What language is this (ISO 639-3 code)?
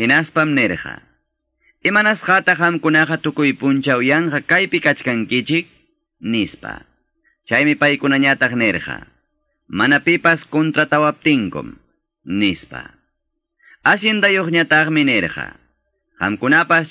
que